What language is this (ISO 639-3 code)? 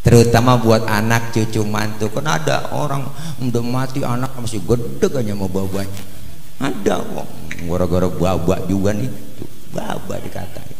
bew